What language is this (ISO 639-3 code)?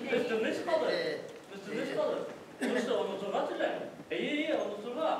bak